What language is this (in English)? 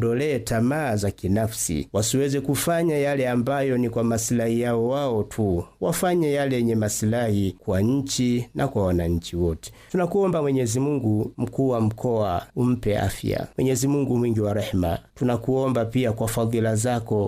Swahili